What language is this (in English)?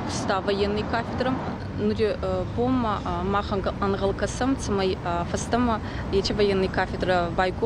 Ossetic